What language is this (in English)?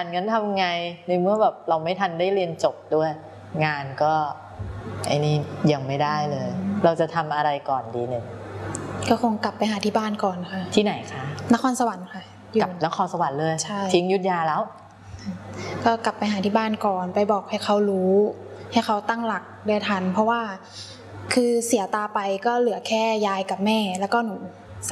Thai